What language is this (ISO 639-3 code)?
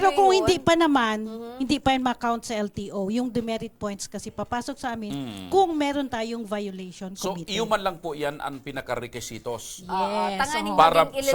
bik